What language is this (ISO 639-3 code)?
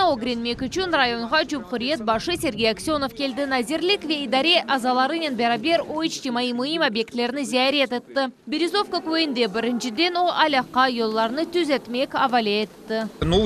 crh